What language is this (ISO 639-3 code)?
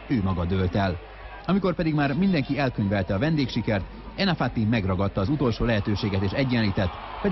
hun